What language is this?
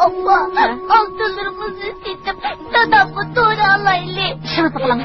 Uyghur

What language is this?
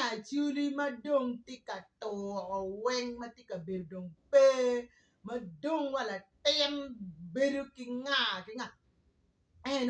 Acoli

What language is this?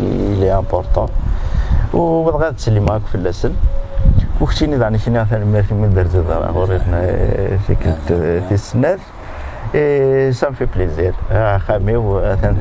Kabyle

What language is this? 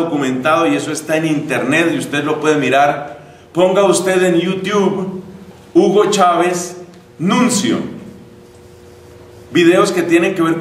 Spanish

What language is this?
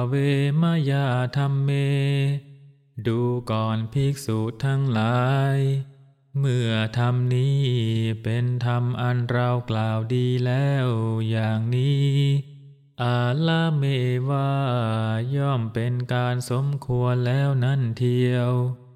Thai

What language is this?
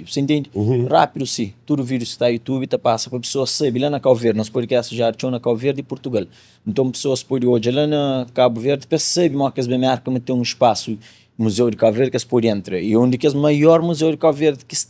Kabuverdianu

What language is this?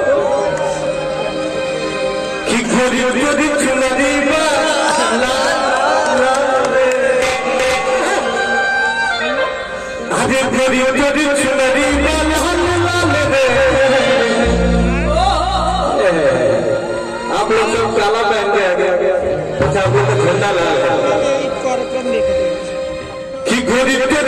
Bhojpuri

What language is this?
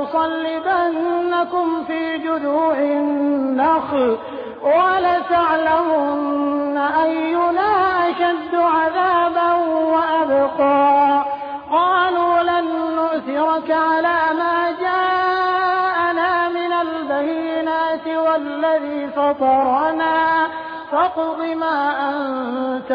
Arabic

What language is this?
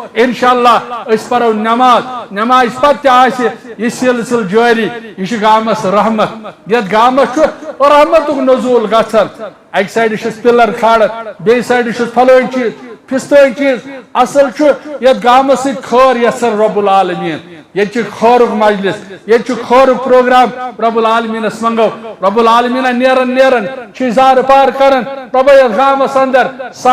Kashmiri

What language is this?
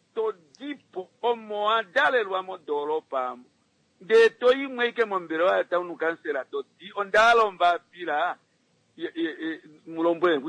Kuanyama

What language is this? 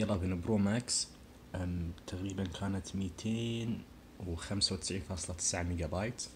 Najdi Arabic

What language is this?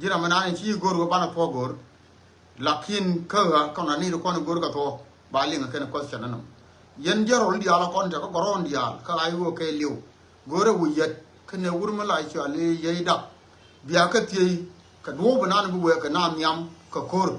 Nuer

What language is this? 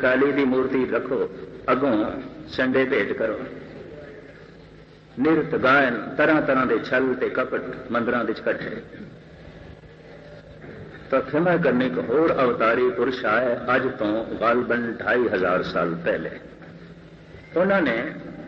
Punjabi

